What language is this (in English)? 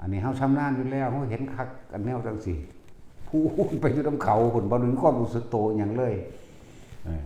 Northeastern Thai